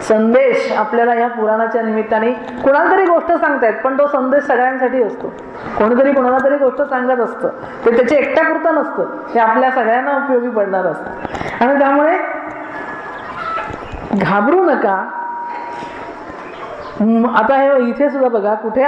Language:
Marathi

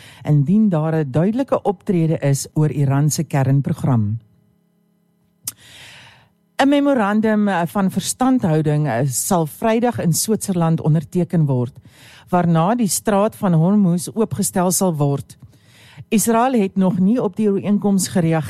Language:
Afrikaans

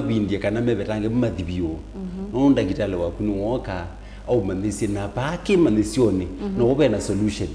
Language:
Kamba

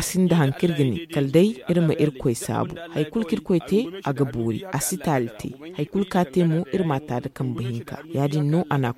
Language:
Zarma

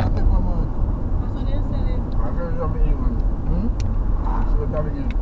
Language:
Jamaican Creole English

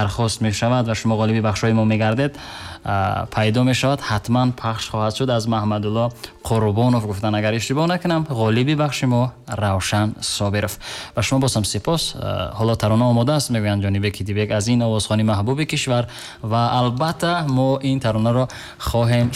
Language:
Tajik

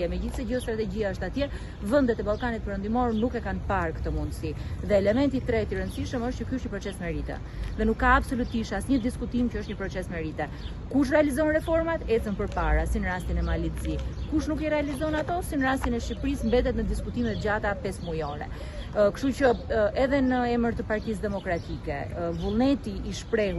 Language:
Albanian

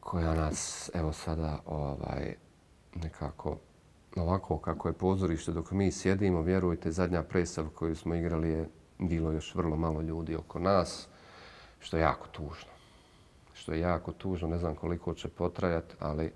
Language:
Bosnian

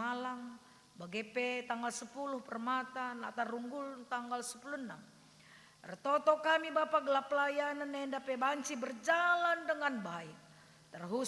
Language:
Batak Karo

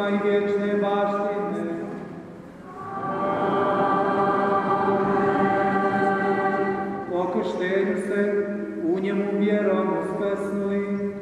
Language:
Croatian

